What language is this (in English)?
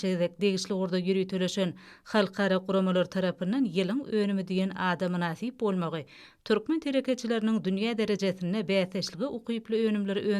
Turkmen